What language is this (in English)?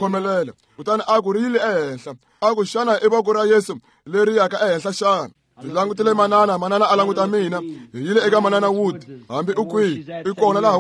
Tsonga